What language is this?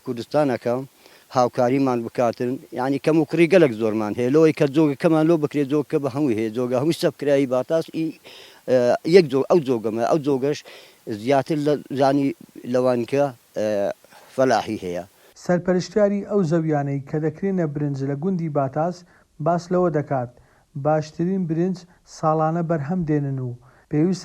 Central Kurdish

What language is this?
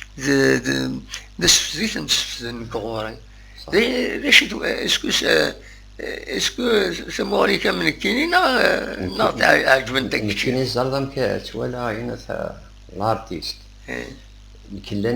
Kabyle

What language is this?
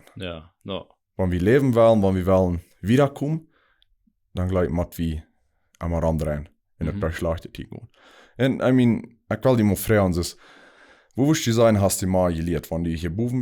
Plautdietsch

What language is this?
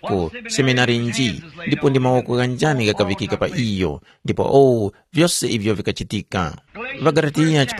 Tumbuka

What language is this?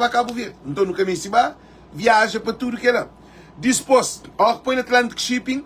Kabuverdianu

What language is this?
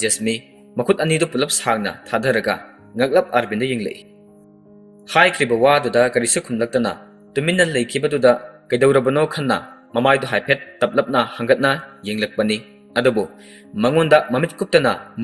Manipuri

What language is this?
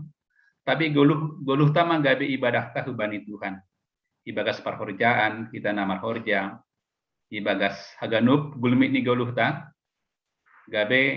Batak Simalungun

